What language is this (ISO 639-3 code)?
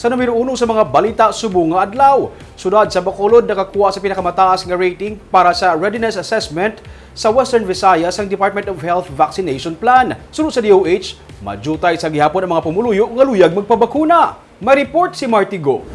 hil